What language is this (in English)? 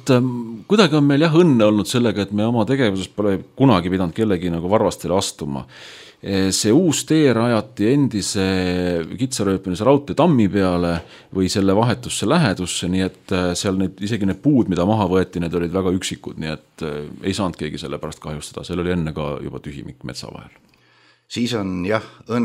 Estonian